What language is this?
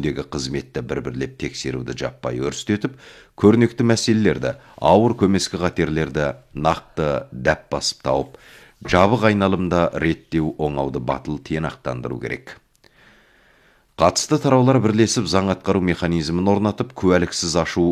Kazakh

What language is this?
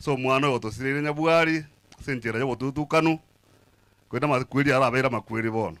Gusii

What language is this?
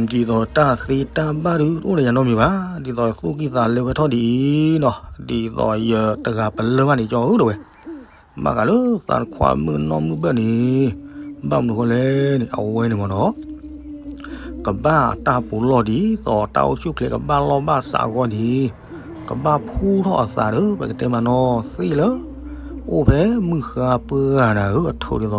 S'gaw Karen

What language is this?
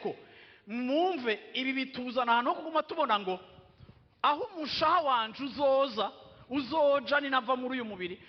Rundi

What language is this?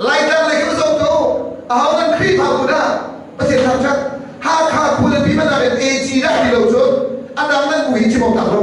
Hakha Chin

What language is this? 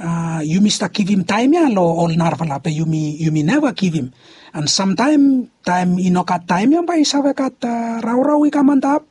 Bislama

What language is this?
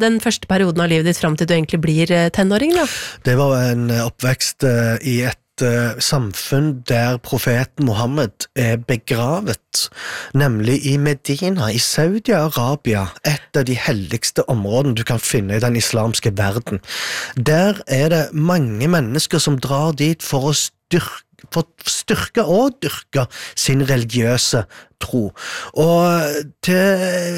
Norwegian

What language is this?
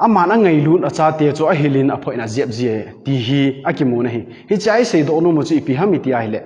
Thado Chin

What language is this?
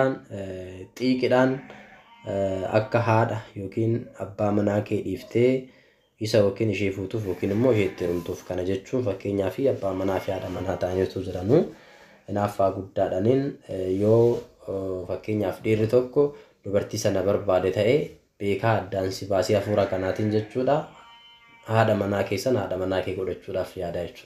Oromo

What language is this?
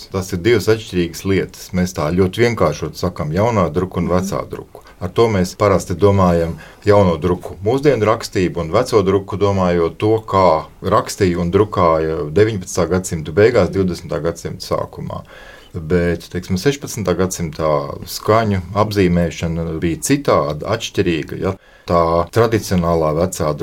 Latvian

